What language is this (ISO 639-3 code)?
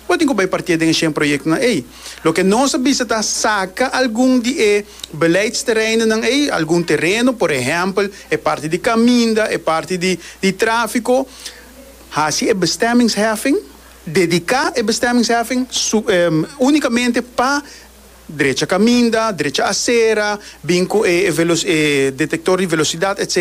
pap